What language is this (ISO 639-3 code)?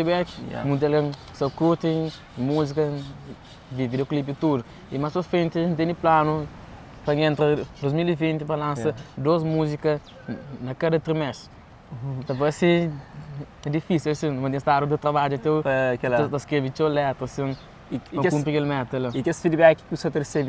kea